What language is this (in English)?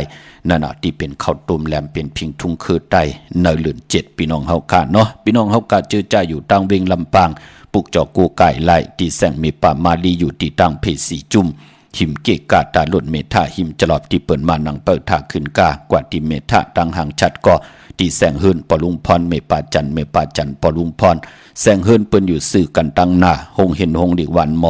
Shan